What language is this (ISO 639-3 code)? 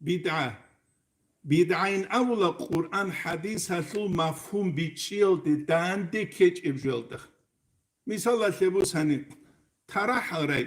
ava